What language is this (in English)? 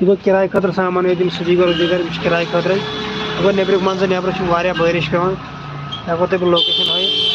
Kashmiri